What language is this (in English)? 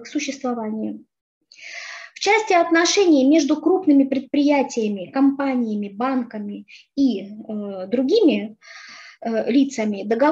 Russian